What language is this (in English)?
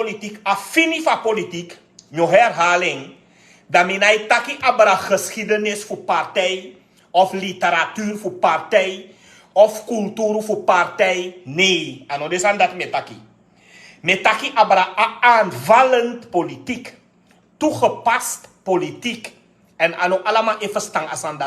Sranan Tongo